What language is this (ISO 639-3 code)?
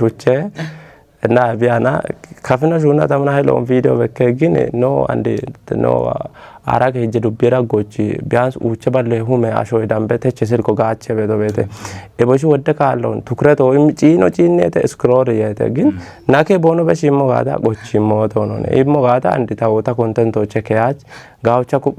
kbr